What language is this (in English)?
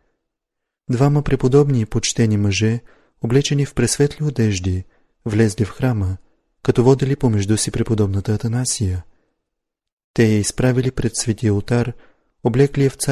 Bulgarian